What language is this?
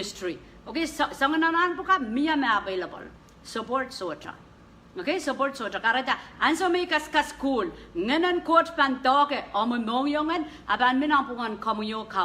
Pohnpeian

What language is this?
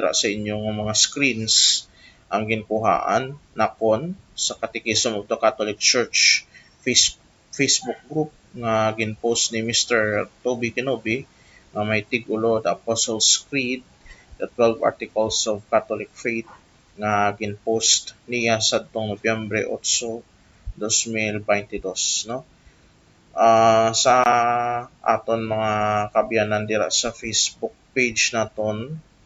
Hiligaynon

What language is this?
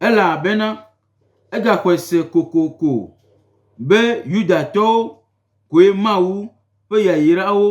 Gen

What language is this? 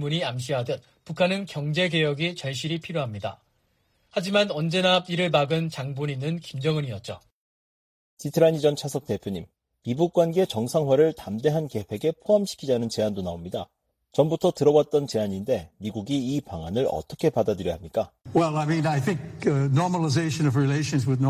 Korean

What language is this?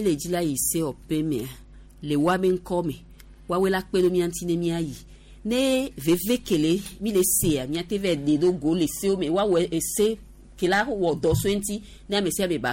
Gen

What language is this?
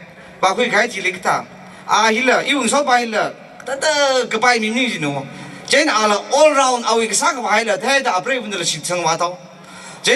Tangkhul Naga (India)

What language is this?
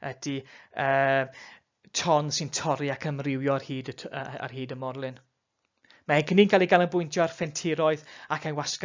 Welsh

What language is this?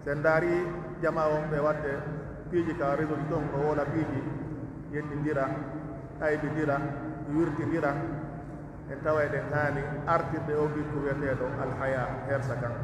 Pular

